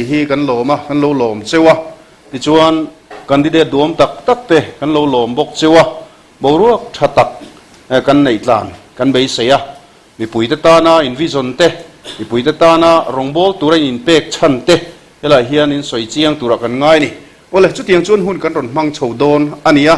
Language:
Mizo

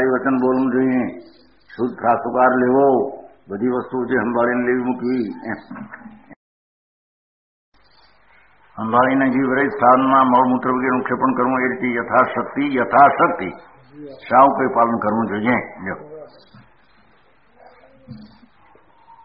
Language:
Gujarati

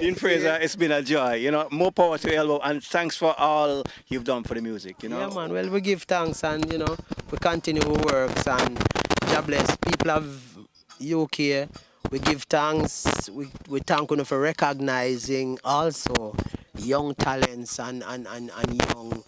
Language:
Jamaican Creole English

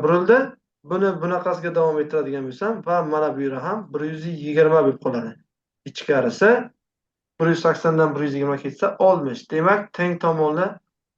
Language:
Uzbek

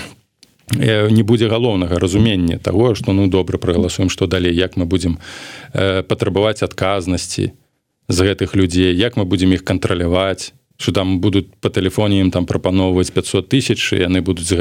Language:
Belarusian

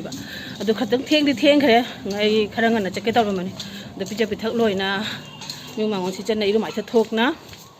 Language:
Manipuri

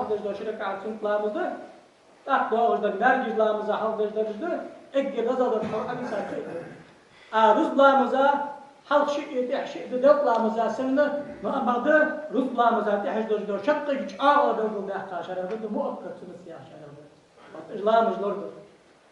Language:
Ingush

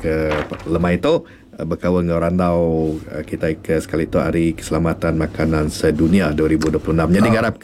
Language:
Iban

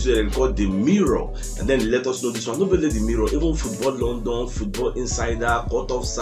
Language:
Nigerian Pidgin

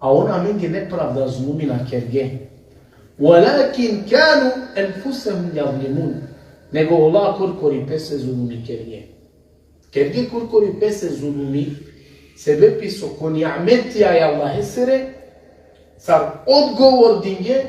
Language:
Balkan Romani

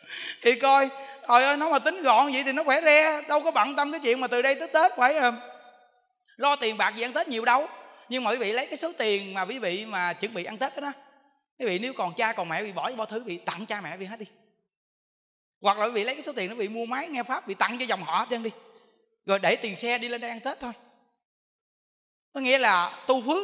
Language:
Vietnamese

